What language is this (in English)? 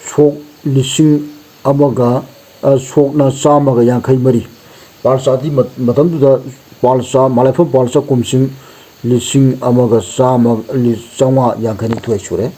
Manipuri